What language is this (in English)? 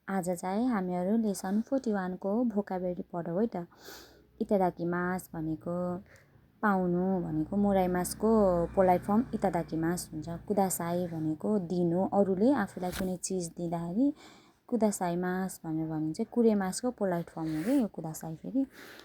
Nepali